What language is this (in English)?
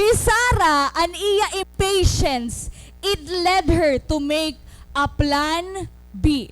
Waray